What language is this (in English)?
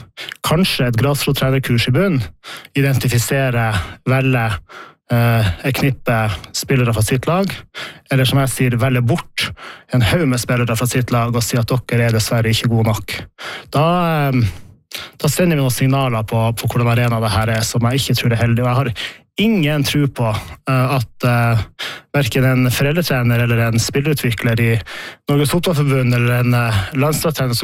Norwegian